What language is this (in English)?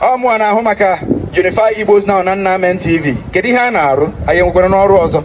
Igbo